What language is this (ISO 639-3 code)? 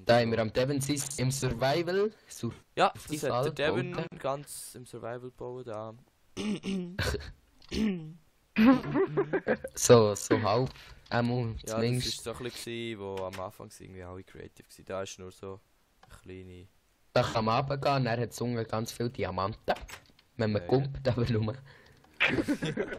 gsw